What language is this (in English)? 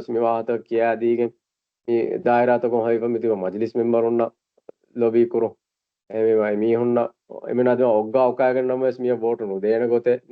Divehi